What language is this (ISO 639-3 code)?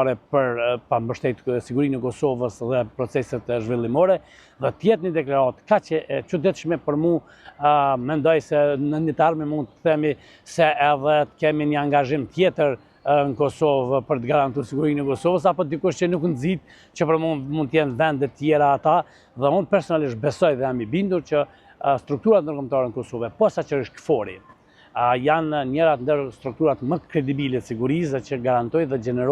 sqi